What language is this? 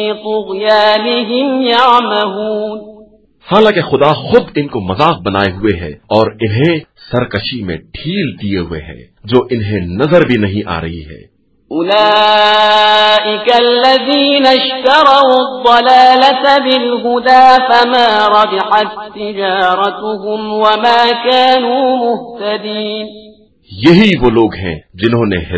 Urdu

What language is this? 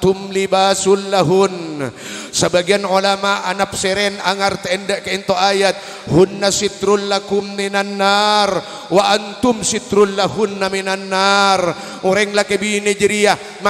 Madurese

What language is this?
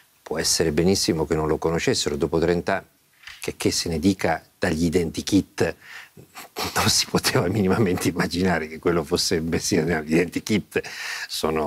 Italian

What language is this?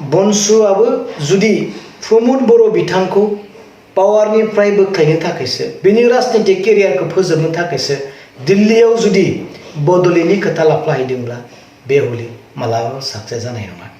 Bodo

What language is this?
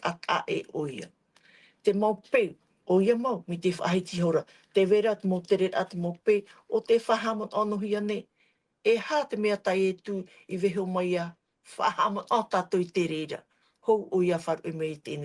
Tahitian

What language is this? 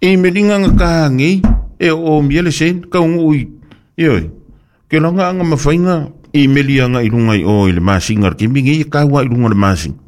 Samoan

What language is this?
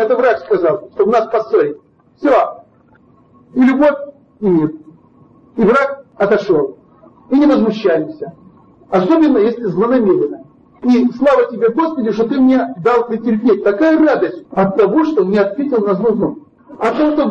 Russian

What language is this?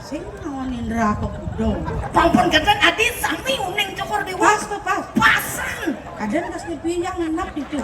Balinese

